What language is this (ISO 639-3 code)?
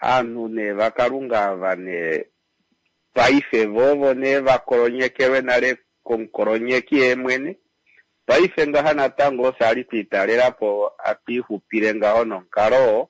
kua